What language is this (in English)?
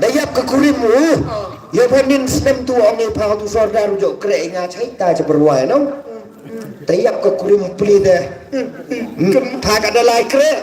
Khasi